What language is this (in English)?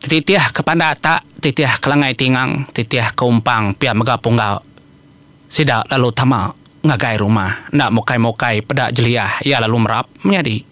Iban